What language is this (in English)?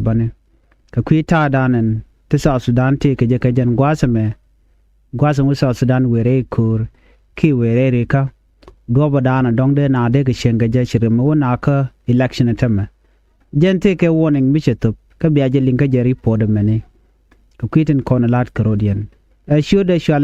Nuer